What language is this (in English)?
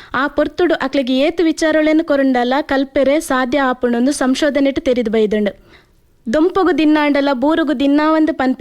Tulu